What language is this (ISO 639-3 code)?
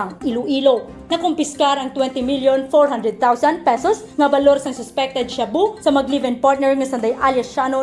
hil